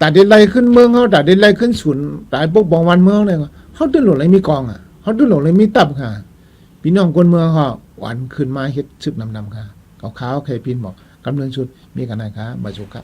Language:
Shan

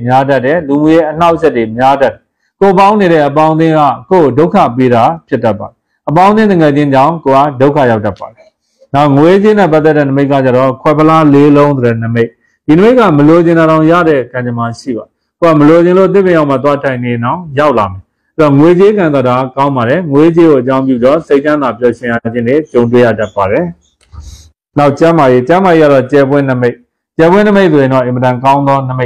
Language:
Burmese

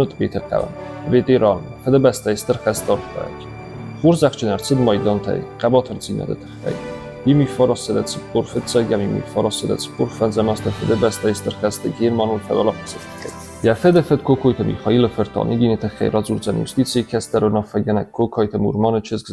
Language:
Ossetic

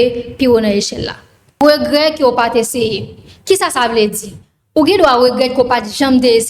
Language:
Haitian Creole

